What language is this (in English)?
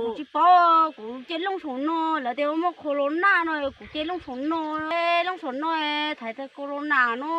Hmong